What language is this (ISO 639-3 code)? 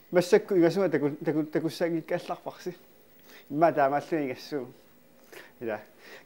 kal